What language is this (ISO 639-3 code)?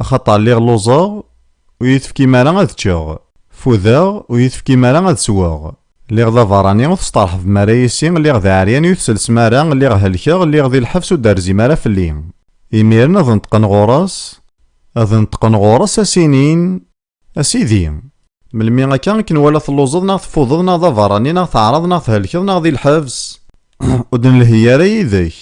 kab